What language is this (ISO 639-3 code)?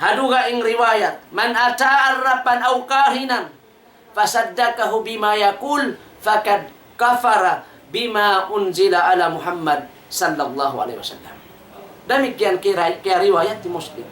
tsg